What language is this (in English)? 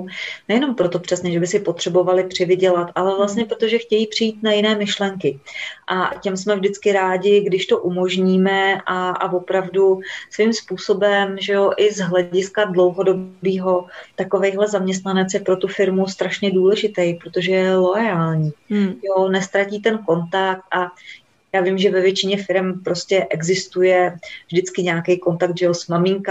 Czech